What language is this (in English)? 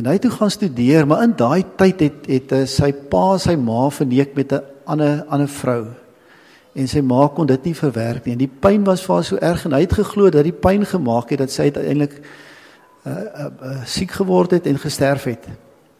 Afrikaans